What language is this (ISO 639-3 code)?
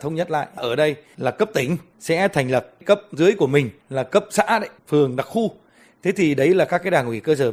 vie